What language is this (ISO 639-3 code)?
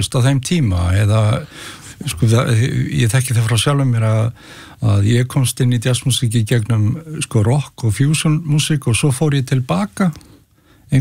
isl